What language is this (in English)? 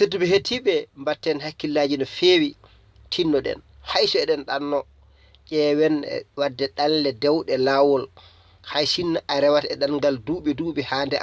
Fula